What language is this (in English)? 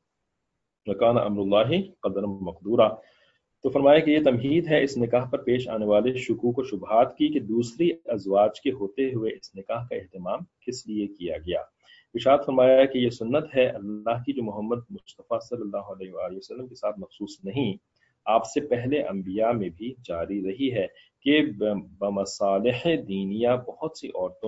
Urdu